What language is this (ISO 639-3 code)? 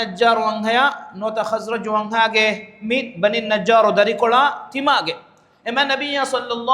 div